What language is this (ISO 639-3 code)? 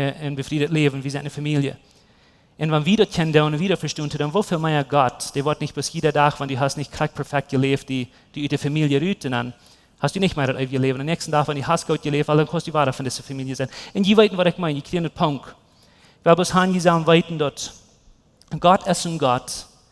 pdt